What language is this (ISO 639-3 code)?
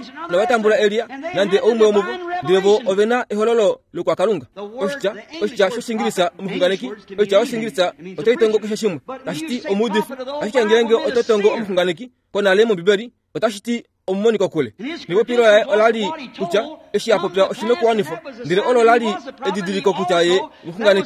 kua